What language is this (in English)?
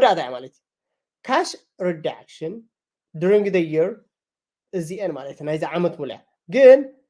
Tigrinya